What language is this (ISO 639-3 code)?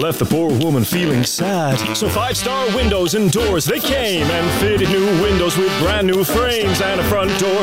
eng